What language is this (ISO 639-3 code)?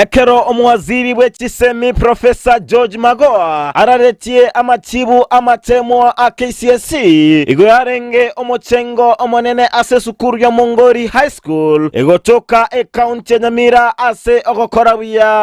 guz